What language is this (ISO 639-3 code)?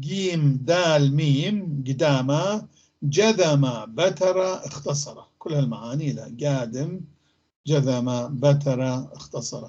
apc